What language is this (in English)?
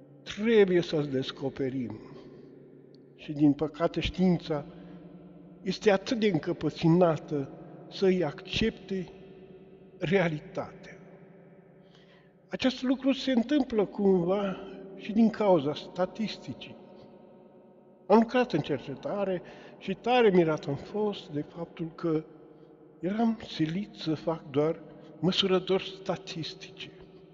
Romanian